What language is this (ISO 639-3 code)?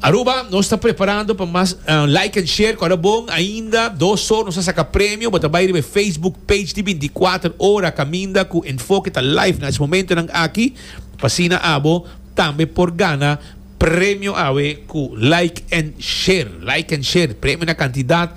pap